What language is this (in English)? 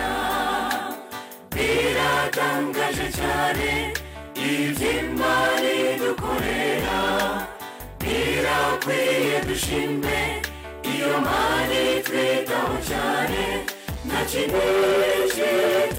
Kinyarwanda